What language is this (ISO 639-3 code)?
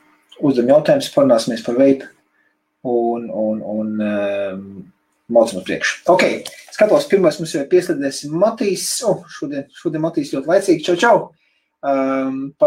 lav